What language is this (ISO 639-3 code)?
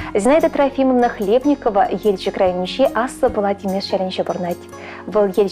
chv